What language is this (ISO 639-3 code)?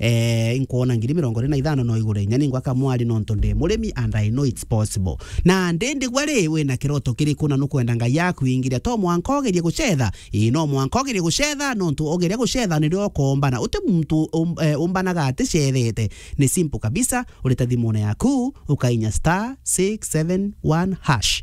mer